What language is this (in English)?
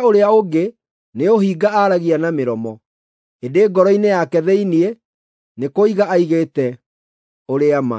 Kikuyu